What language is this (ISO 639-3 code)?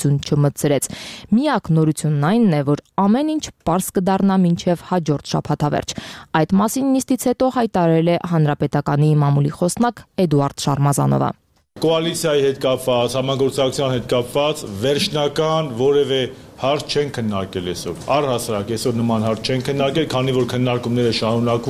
hye